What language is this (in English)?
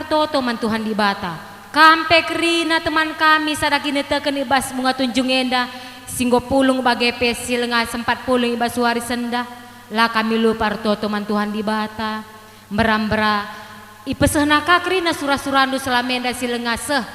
Batak Karo